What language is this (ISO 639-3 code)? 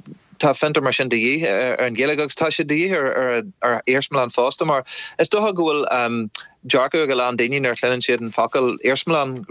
gle